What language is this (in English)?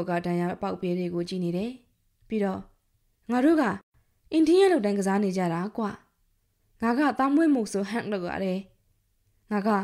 Burmese